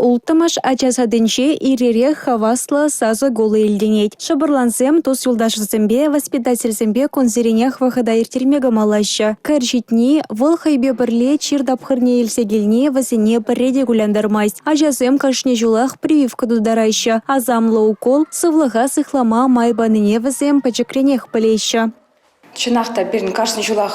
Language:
Chuvash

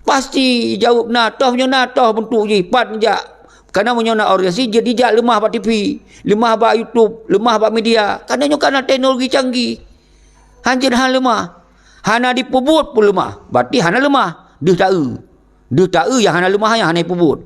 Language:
Achinese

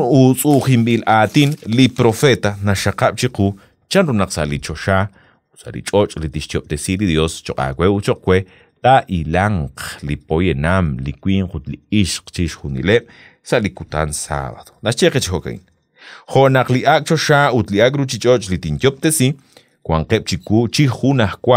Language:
Kekchí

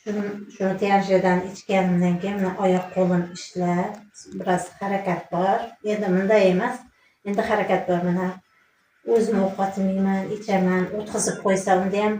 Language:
Uzbek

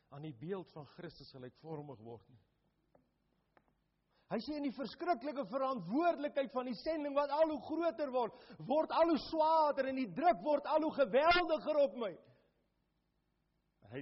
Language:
Afrikaans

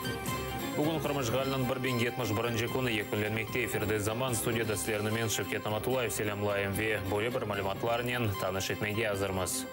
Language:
Crimean Tatar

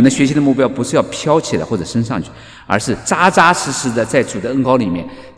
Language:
Chinese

